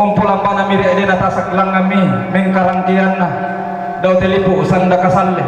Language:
Toraja-Sa'dan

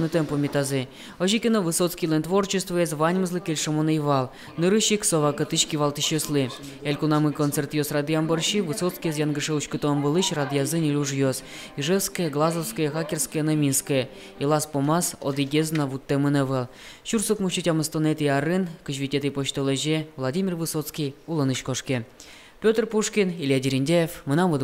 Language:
Udmurt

